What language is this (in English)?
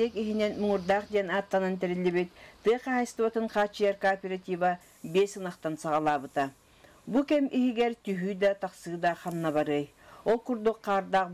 Yakut